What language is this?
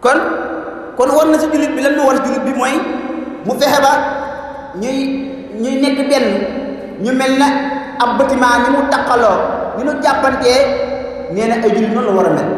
Wolof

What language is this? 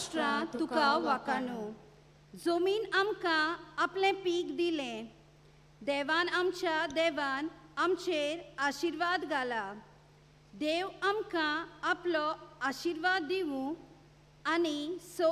Konkani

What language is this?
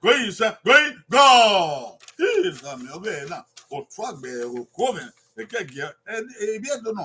Bini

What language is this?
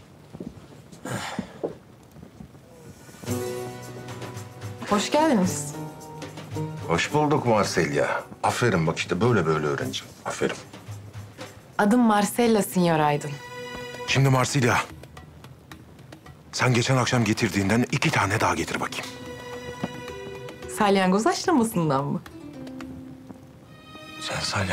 Turkish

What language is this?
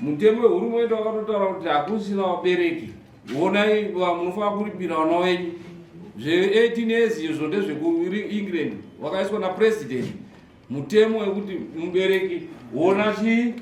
Shona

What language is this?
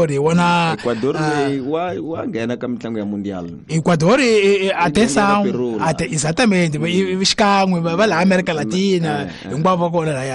Tsonga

